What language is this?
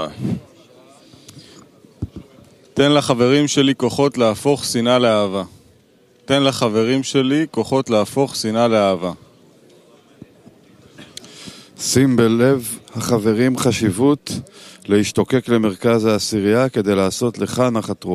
Hebrew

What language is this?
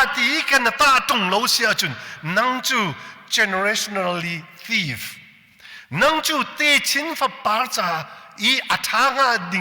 Hakha Chin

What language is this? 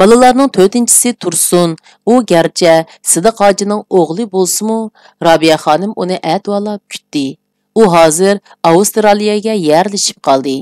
Uyghur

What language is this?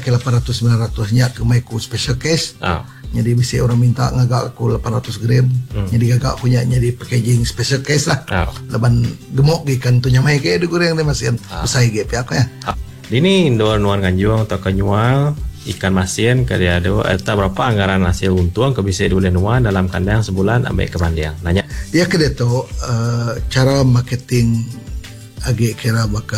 Iban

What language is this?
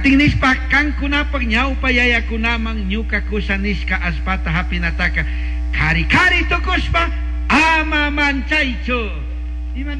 Chimborazo Highland Quichua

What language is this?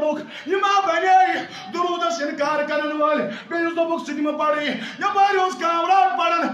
Kashmiri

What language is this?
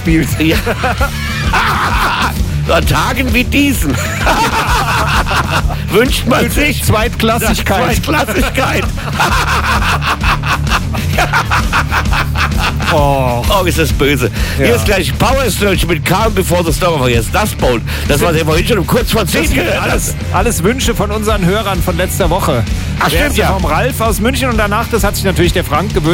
German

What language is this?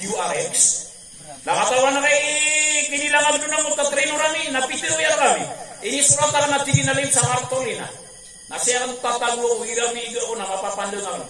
Maranao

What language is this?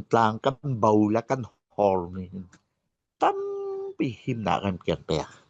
Falam Chin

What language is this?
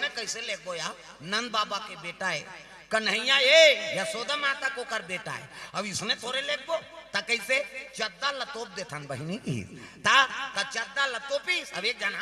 Chhattisgarhi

